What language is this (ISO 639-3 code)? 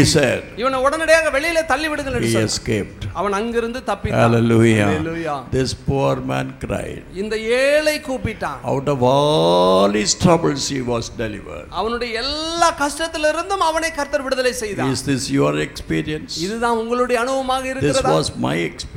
tam